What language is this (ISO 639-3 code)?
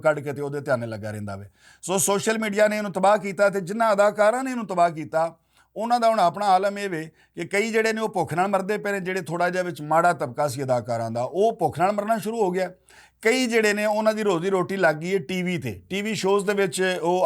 lah